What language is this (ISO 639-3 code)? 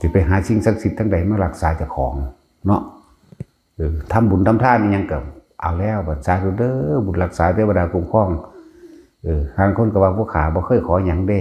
tts